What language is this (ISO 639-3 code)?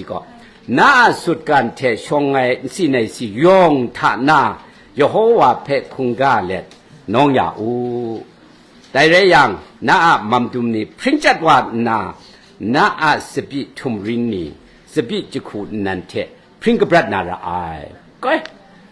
kac